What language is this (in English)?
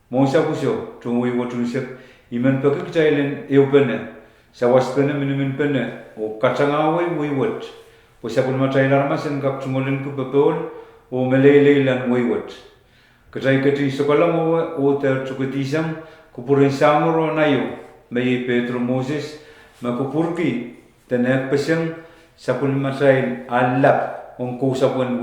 Pohnpeian